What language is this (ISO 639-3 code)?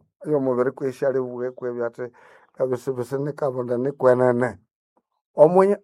nnb